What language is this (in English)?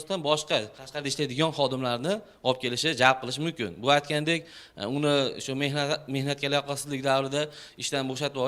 Uzbek